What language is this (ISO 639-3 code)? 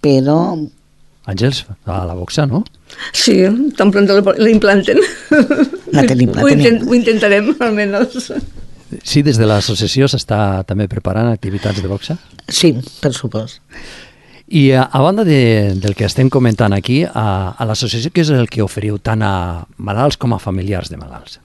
cat